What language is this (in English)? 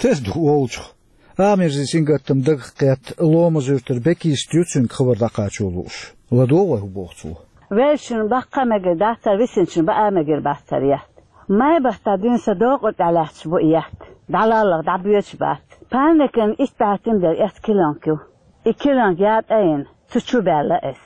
Chechen